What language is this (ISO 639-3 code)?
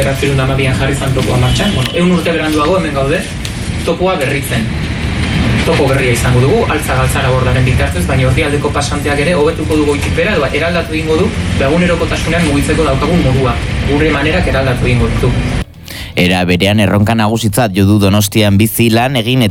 eus